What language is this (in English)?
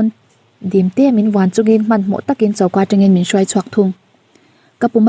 Mizo